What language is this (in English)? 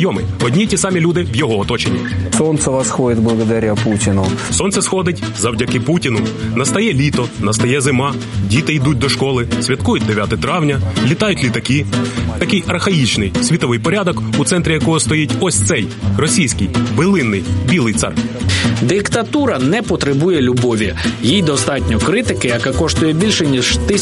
Ukrainian